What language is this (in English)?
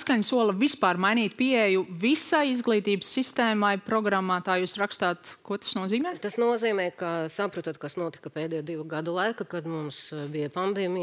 Latvian